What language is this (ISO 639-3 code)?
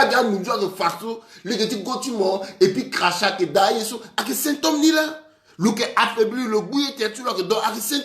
sag